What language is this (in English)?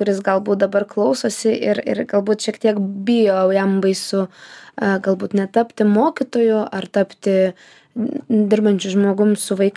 Lithuanian